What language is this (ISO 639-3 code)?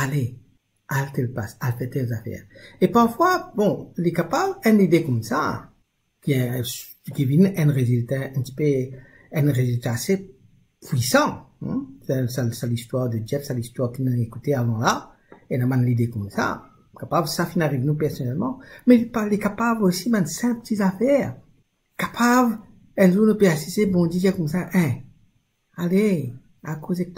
mfe